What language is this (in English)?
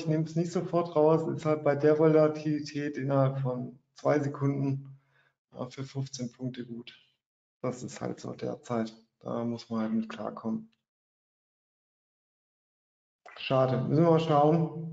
German